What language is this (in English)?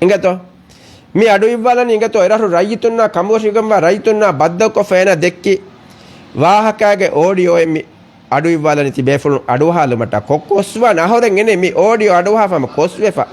Divehi